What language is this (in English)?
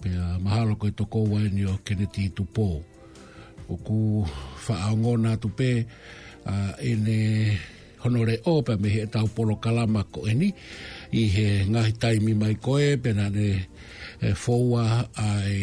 Tongan